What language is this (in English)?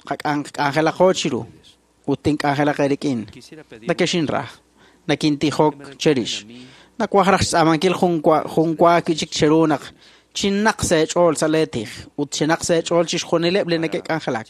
Kekchí